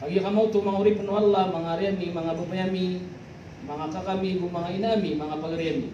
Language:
Maranao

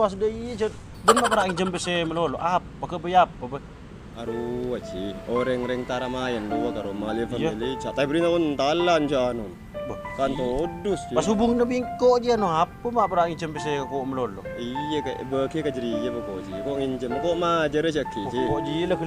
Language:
Madurese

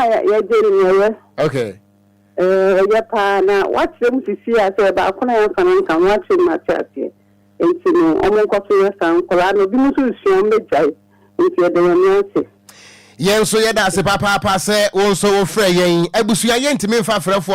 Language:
Akan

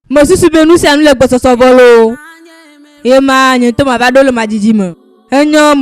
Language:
Ewe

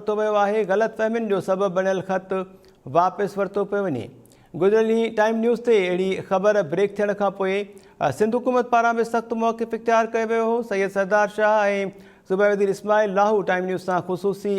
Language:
Sindhi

